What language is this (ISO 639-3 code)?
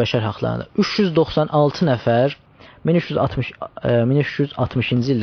azb